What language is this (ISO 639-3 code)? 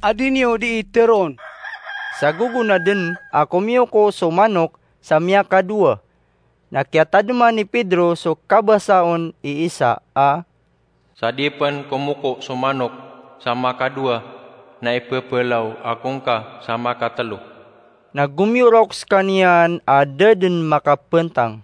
mrw